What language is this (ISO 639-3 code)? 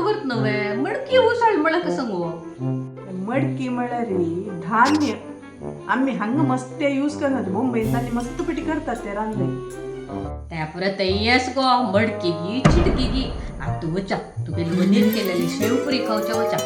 kok